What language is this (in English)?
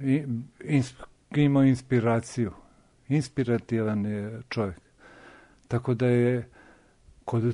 Serbian